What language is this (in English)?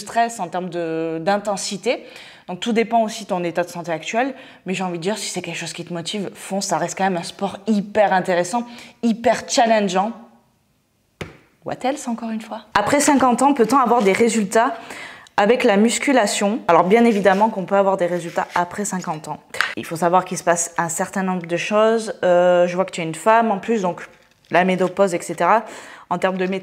French